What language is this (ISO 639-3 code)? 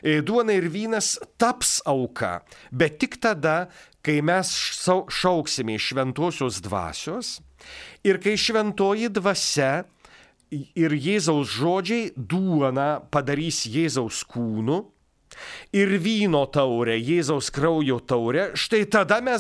lit